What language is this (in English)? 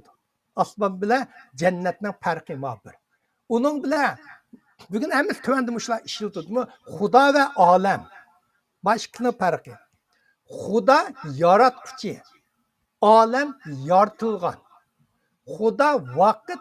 Uyghur